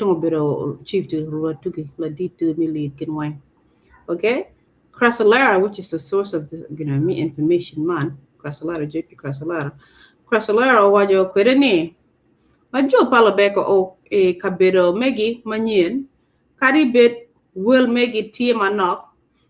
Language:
Acoli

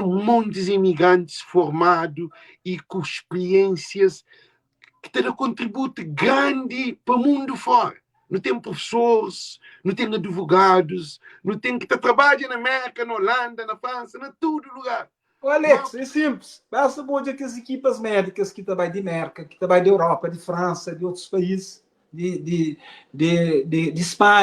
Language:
Kabuverdianu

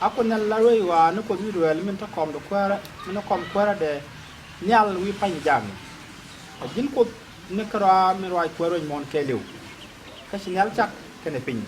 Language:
Nuer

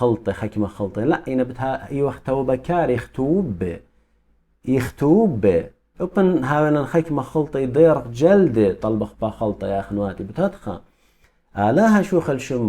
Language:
Assyrian Neo-Aramaic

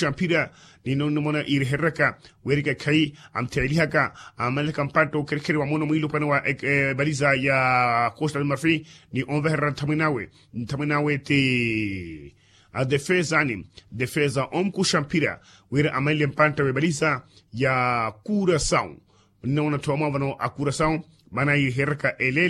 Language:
Makhuwa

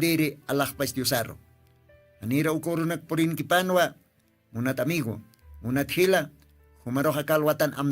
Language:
Aymara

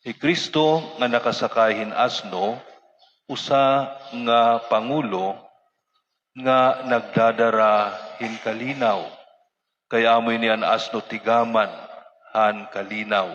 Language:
Waray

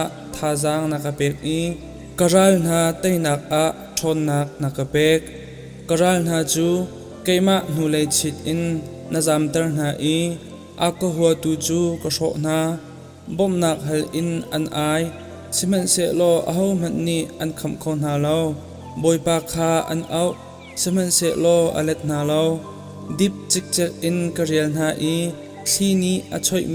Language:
Hakha Chin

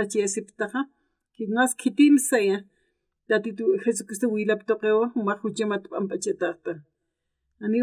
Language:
Aymara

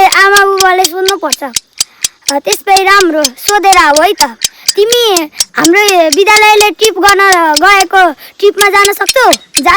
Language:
Nepali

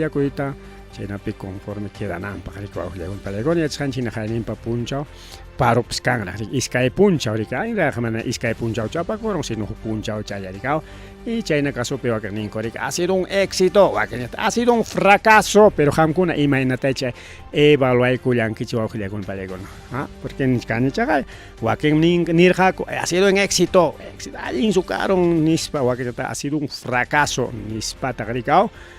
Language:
Ayacucho Quechua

